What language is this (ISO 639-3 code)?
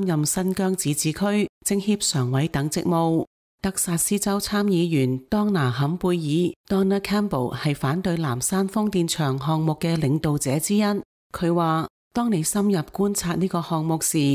yue